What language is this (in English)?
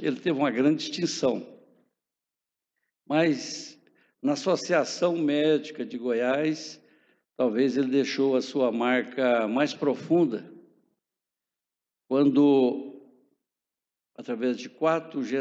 Portuguese